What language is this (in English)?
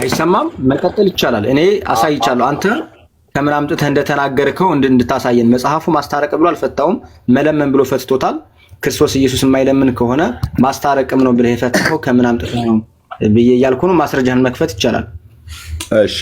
Amharic